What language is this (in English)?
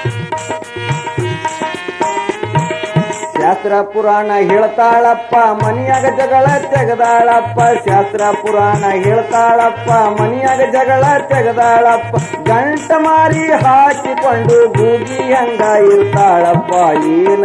Kannada